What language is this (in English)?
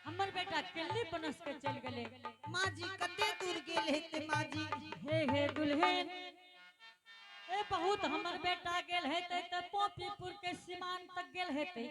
Angika